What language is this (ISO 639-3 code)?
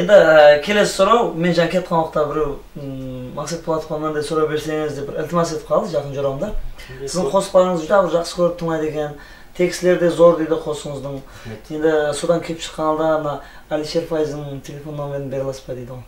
kaa